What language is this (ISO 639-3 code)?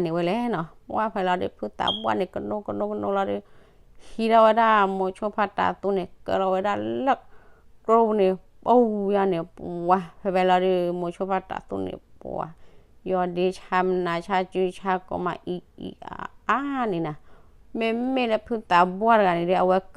ksw